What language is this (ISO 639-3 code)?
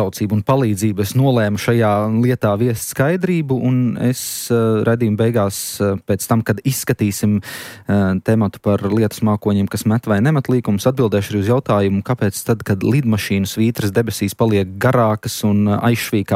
lav